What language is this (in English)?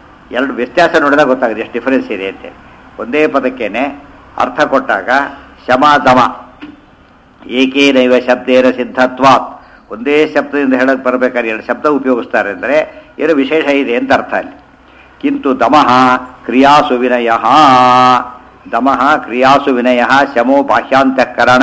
Kannada